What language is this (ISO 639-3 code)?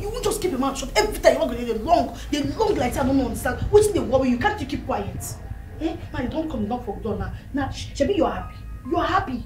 pcm